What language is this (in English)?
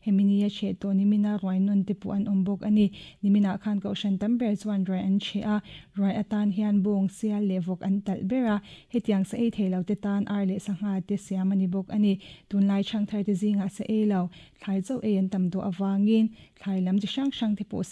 Mizo